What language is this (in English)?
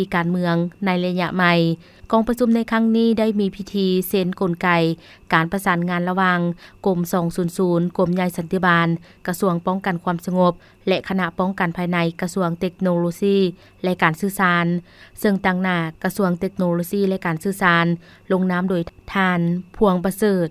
Lao